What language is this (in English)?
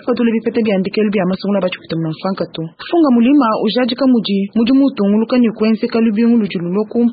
Luba-Lulua